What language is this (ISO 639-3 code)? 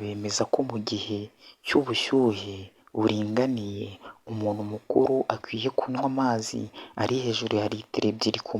kin